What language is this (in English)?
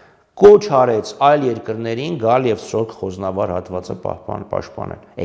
Armenian